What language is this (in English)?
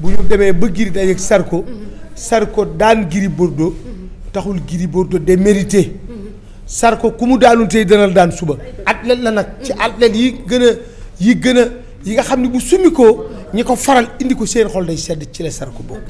Wolof